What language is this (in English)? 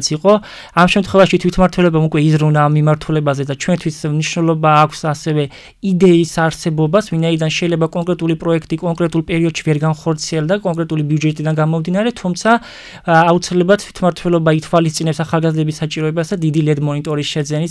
Georgian